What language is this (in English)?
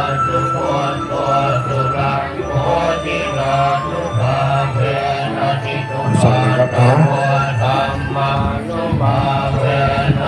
Pali